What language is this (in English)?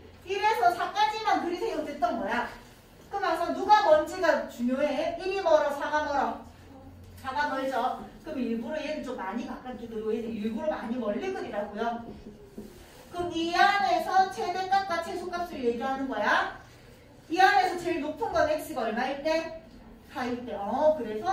Korean